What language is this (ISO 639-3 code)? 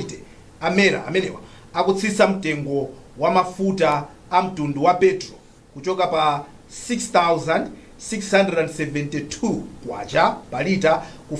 nya